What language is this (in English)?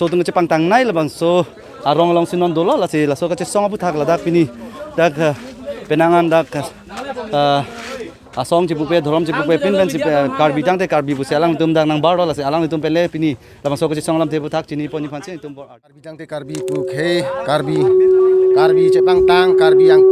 Karbi